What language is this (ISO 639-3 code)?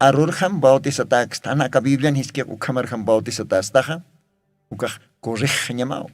aym